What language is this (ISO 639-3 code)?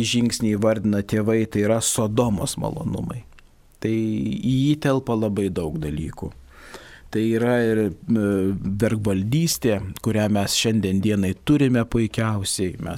lit